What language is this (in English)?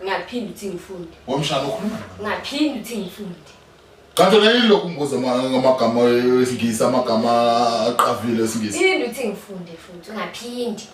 Zulu